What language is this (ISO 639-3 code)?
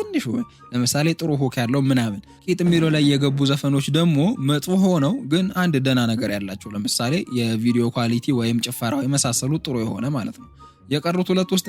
amh